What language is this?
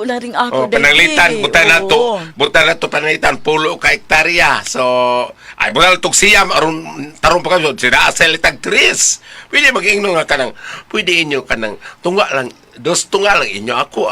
Cebuano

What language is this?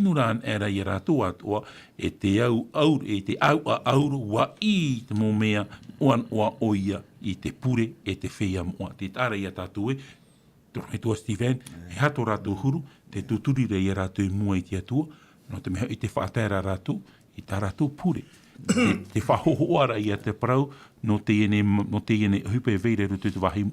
Tahitian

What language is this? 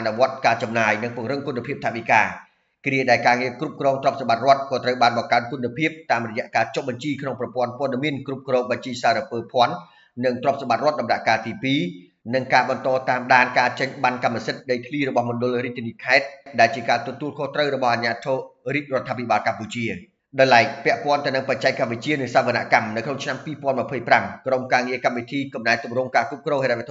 Khmer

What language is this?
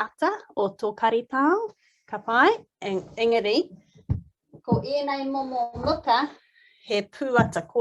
Māori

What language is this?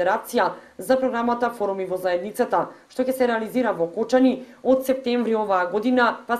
Macedonian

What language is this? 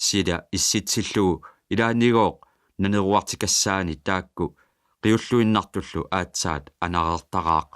Kalaallisut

